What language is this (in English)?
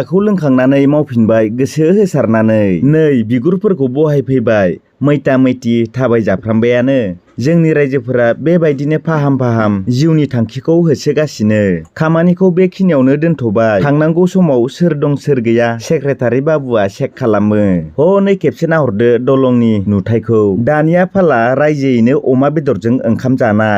Bodo